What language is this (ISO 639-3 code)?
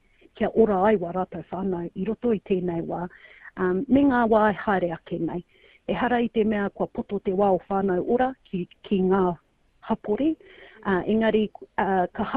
mri